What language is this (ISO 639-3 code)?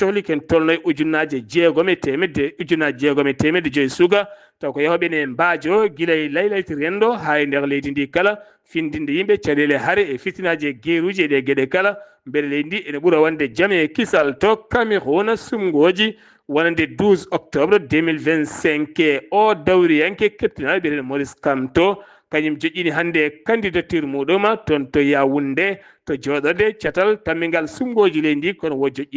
ful